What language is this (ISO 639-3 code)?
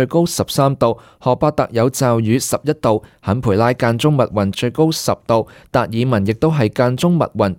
yue